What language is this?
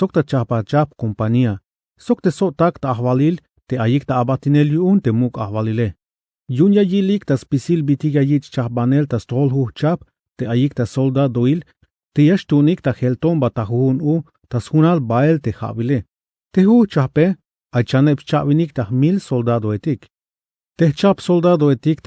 Tzeltal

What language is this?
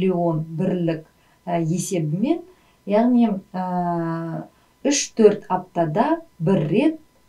Kazakh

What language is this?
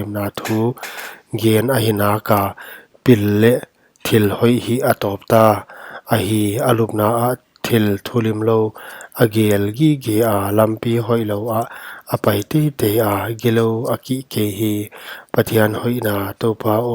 Paite Chin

